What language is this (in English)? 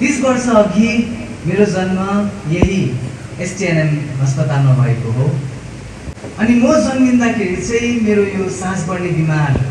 Nepali